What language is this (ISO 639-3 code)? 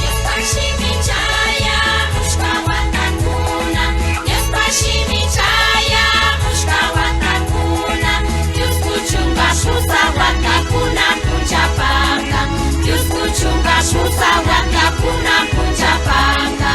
qvi